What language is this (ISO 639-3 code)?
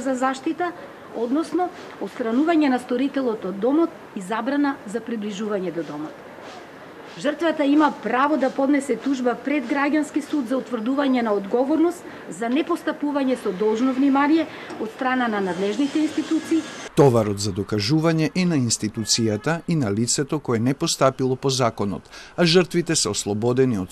mkd